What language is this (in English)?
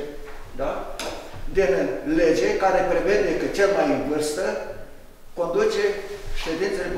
Romanian